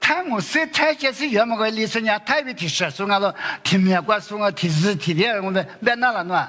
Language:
Lisu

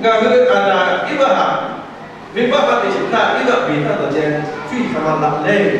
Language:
Lahu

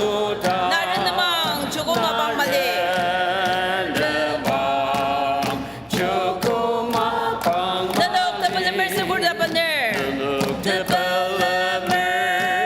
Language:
Ao Naga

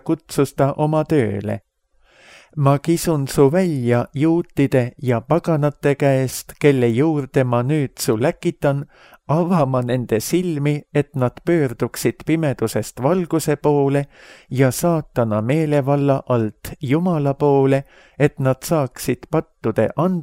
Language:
Estonian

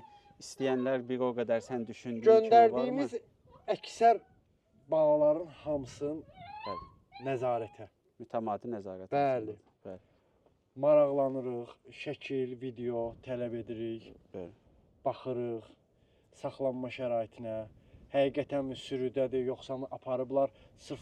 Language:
Azerbaijani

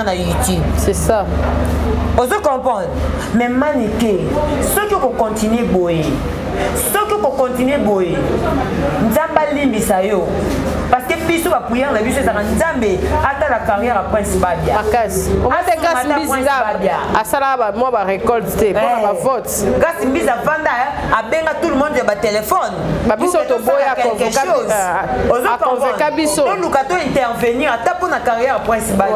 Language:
Lingala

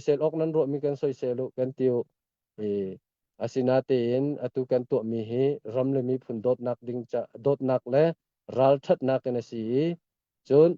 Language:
Hakha Chin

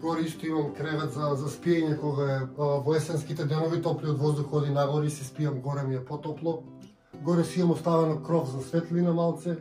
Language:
Macedonian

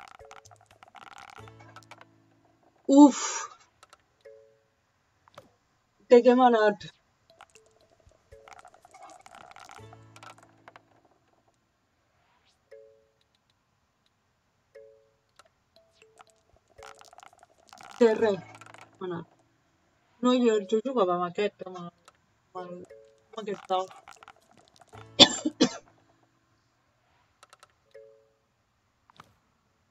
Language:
Catalan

